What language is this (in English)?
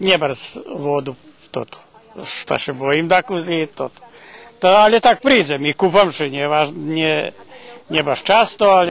Rusyn